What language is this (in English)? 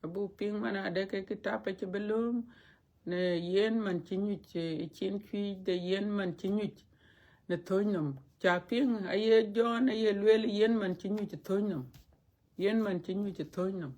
Dinka